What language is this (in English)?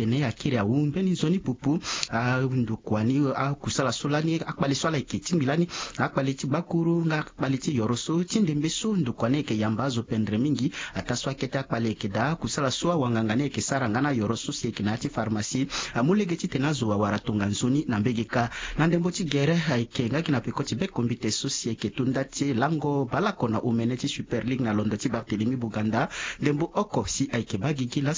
Sango